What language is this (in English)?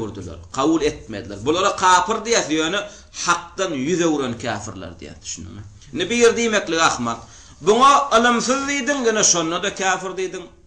Turkmen